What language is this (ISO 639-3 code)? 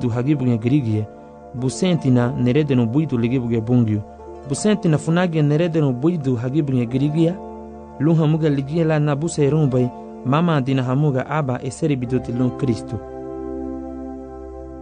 cab